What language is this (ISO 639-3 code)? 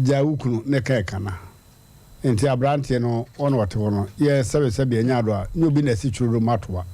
aka